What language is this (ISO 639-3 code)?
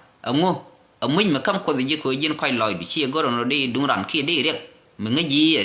nus